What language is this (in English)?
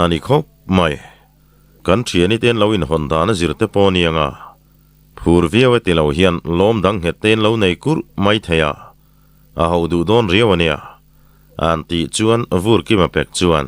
Mizo